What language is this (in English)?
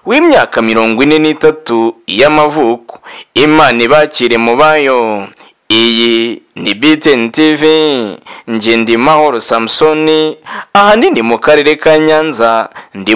Kinyarwanda